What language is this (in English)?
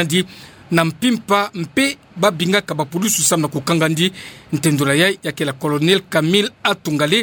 Kituba (Democratic Republic of Congo)